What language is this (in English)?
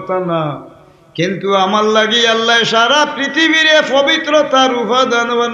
Sylheti